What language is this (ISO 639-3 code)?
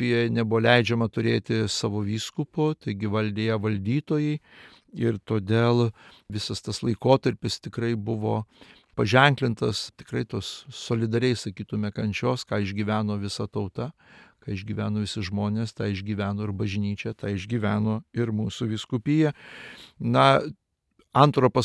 lit